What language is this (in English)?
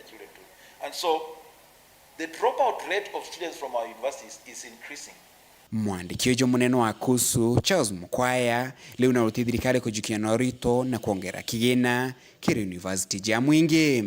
Meru